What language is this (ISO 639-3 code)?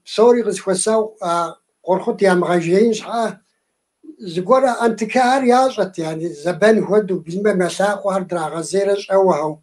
kbd